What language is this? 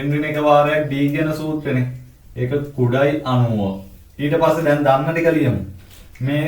Sinhala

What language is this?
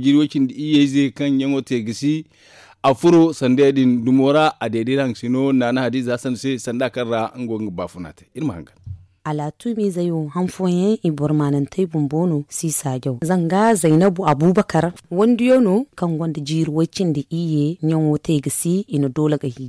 Zarma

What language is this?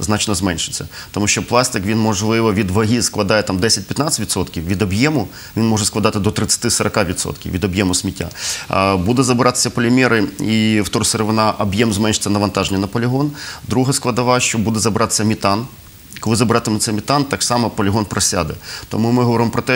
Ukrainian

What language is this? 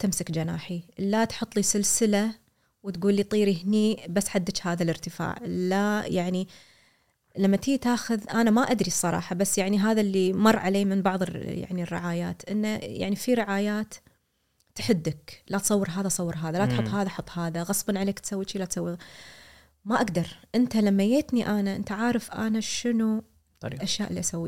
Gulf Arabic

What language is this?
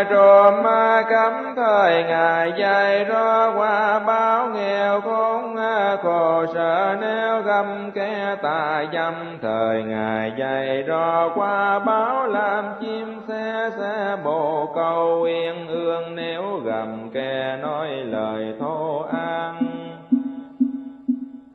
Vietnamese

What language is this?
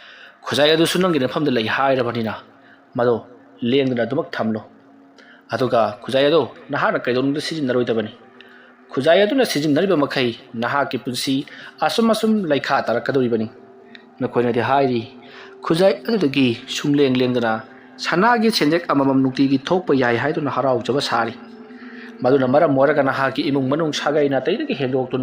Manipuri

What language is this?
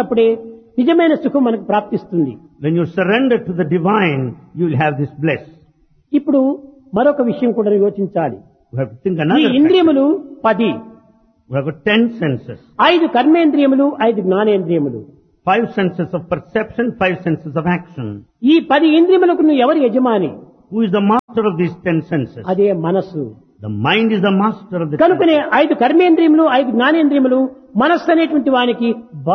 Telugu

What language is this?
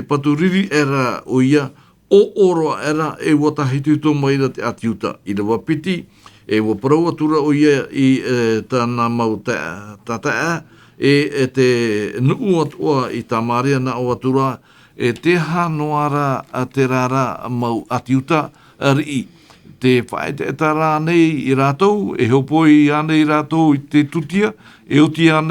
Tahitian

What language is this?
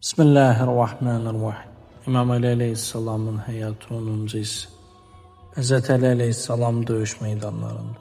Azerbaijani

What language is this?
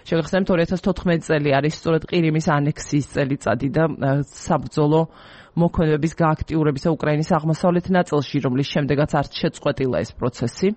Georgian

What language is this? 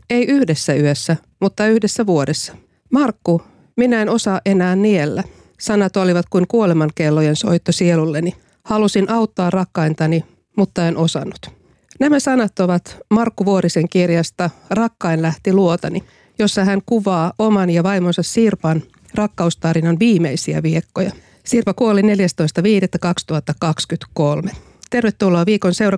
Finnish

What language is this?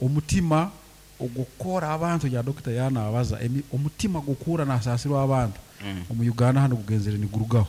Nyankole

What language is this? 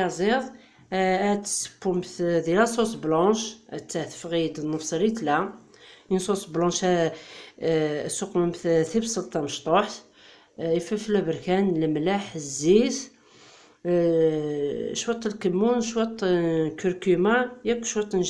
Kabyle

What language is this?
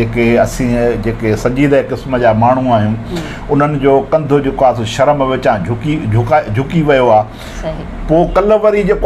Sindhi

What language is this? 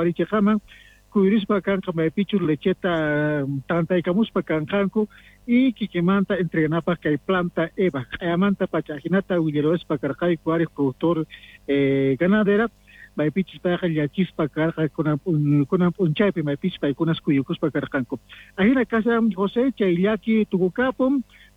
Quechua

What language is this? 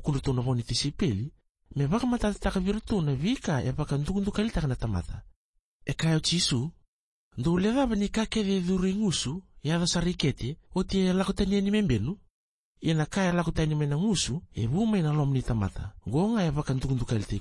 Fijian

